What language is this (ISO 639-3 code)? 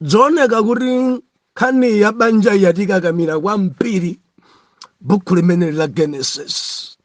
nya